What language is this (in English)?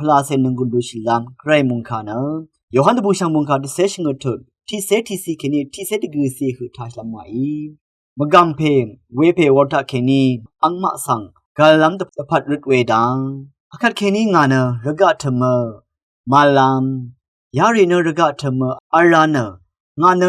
Rawang